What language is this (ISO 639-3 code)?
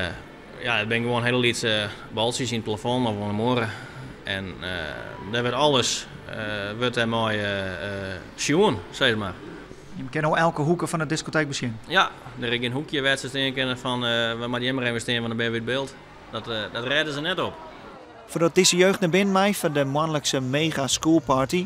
fry